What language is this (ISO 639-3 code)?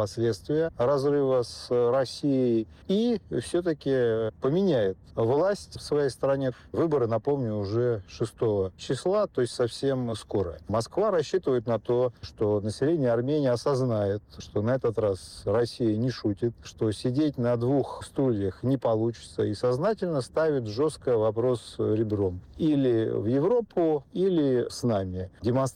rus